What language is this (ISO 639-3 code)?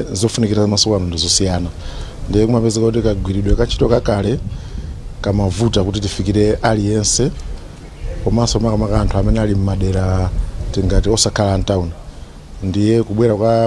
nya